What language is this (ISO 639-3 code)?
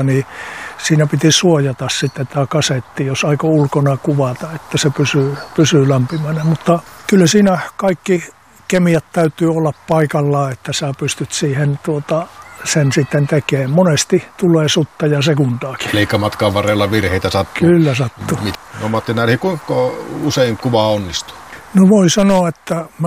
fin